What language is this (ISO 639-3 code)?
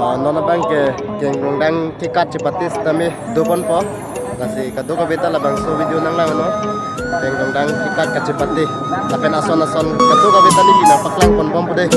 mjw